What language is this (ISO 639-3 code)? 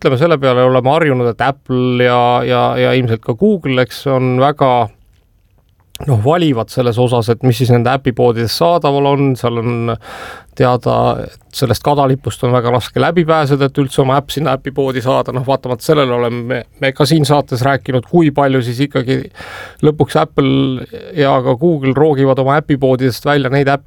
est